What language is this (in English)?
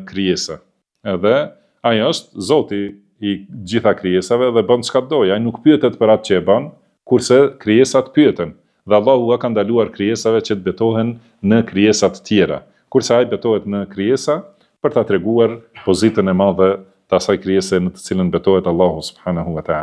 Albanian